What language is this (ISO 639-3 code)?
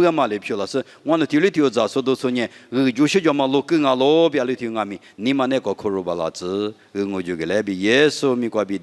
lis